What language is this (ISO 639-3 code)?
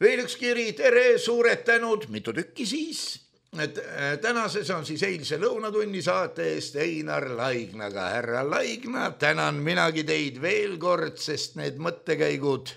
est